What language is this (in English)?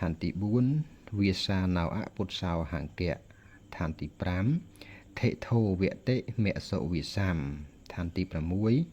Khmer